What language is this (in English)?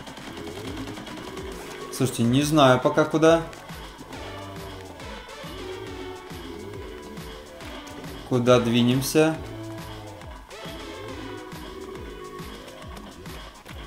Russian